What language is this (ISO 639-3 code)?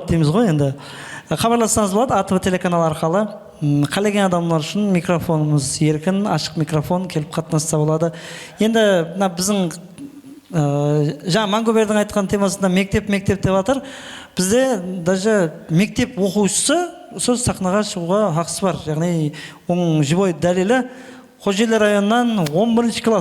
kaa